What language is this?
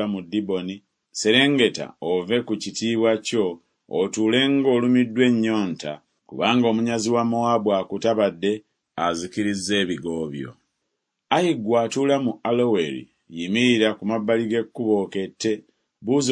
Ganda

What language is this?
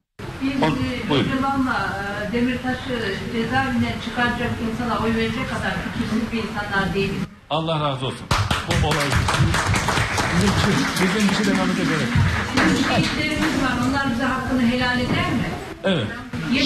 Turkish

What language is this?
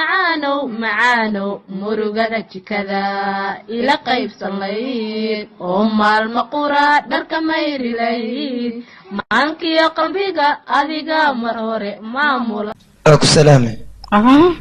Somali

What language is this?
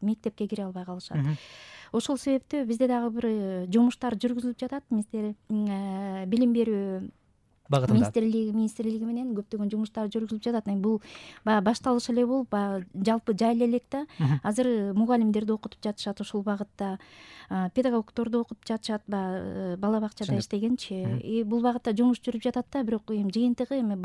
Kyrgyz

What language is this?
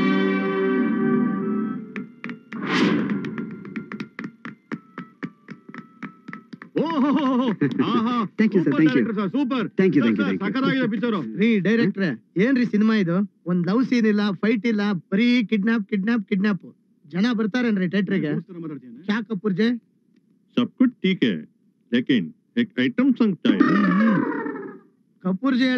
Kannada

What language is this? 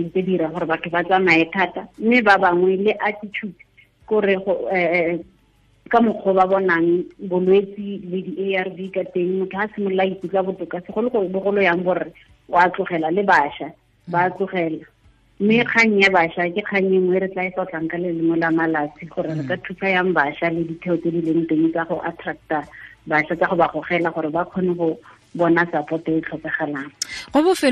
Tswana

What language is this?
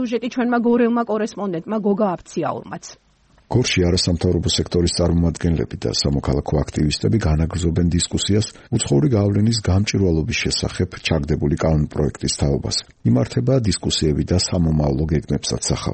Georgian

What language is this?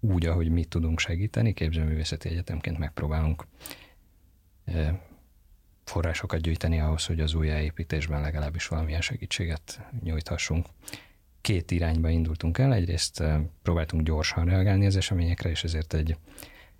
Hungarian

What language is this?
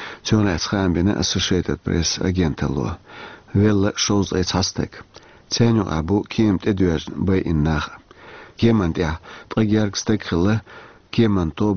Chechen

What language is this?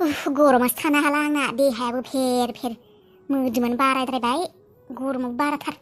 Bodo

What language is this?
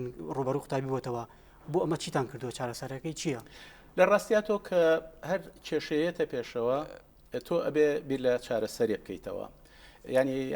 Central Kurdish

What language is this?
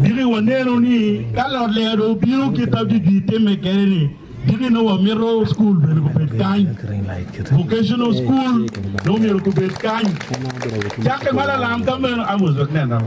Acoli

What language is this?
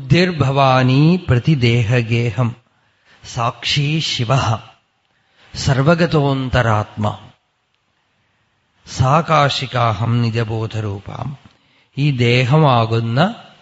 Malayalam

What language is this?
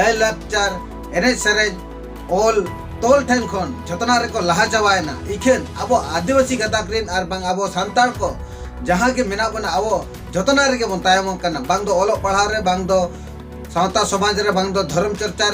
Santali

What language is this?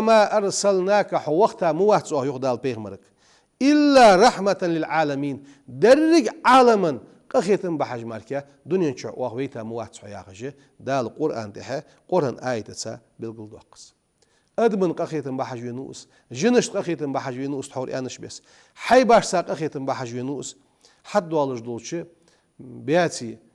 Ingush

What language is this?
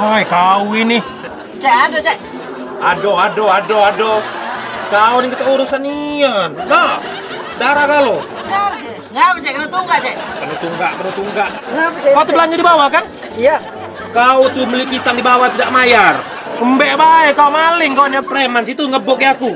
Musi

